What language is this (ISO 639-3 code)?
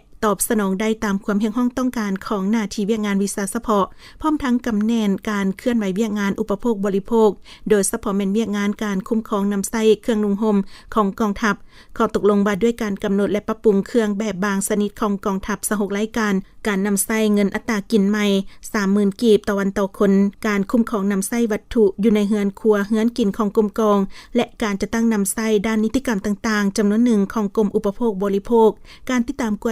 lao